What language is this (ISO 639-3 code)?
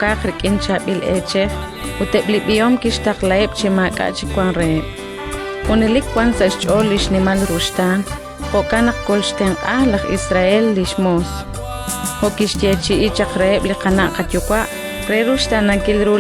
kek